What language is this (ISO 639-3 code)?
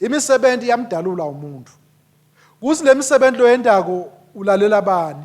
ssw